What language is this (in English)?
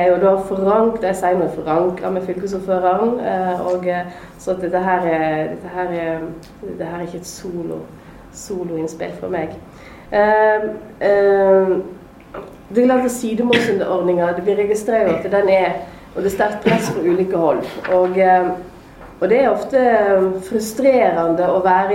Norwegian